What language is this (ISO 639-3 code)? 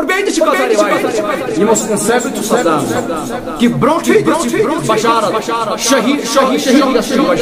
kas